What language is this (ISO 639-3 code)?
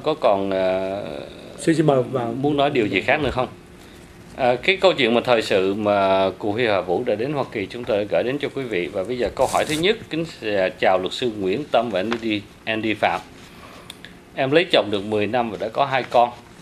vie